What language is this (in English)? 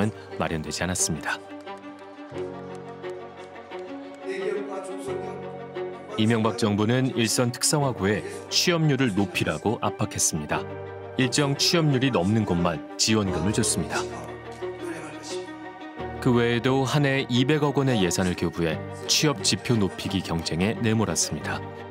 Korean